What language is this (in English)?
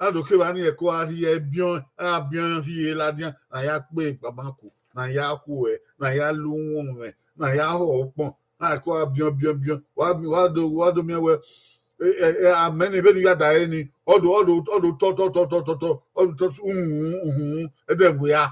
Bini